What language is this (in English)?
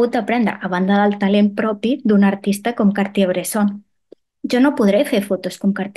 Catalan